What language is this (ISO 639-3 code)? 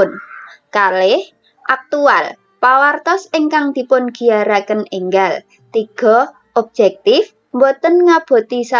jav